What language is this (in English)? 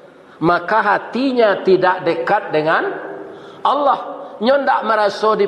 Minangkabau